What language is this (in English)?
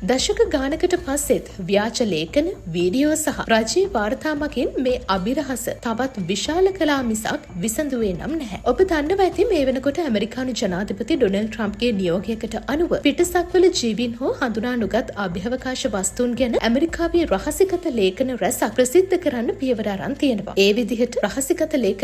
Sinhala